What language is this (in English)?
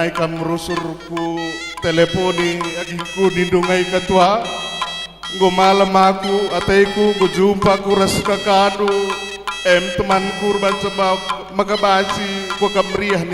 Batak Karo